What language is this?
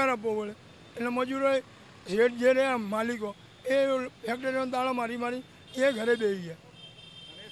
Gujarati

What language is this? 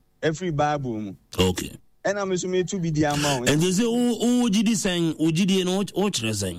Akan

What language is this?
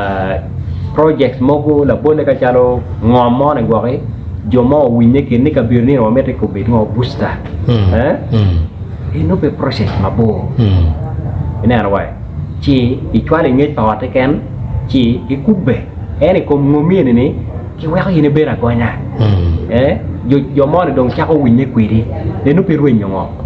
Acoli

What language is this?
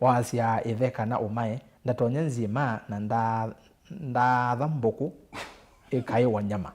Kamba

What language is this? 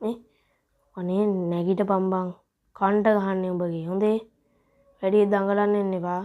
Sinhala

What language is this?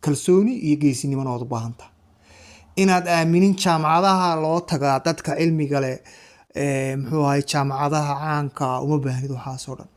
Somali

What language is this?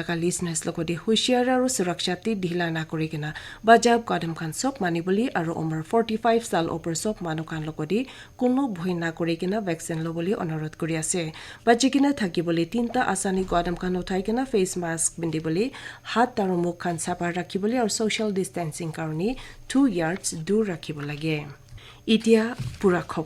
Naga Pidgin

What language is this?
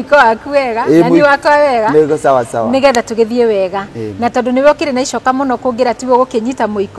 Kikuyu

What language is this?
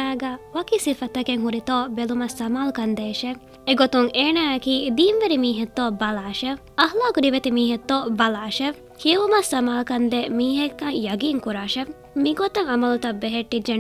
Divehi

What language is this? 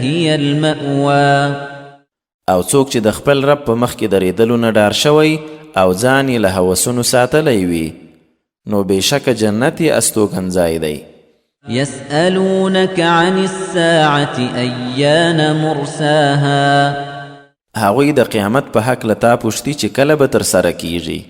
Pashto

